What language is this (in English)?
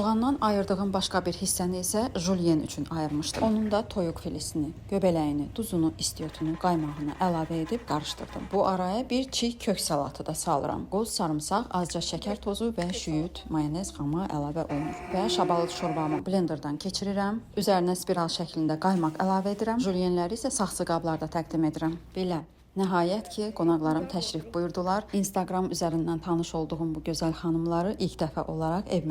Azerbaijani